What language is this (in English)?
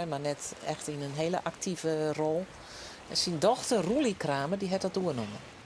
Western Frisian